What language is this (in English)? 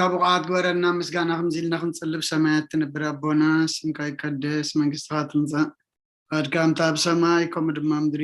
Tigrinya